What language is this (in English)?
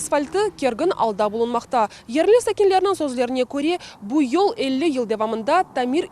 Crimean Tatar